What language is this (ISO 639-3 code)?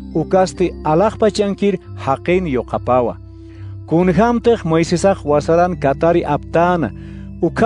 aym